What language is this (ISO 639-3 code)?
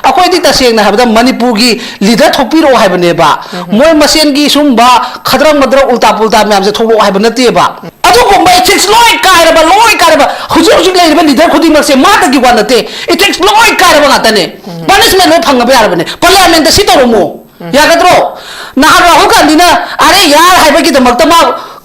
mni